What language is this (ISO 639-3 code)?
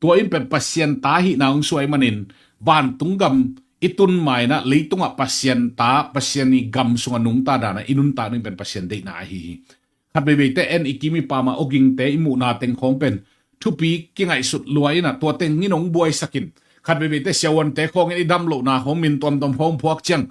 ctd